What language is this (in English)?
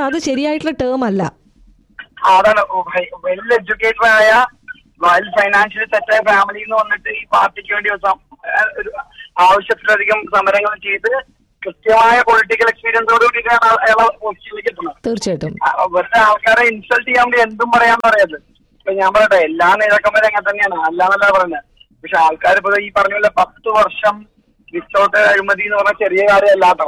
Malayalam